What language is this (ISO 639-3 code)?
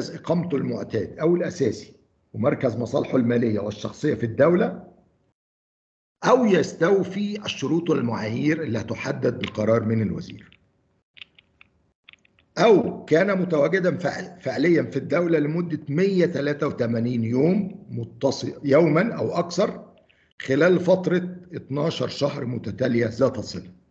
ara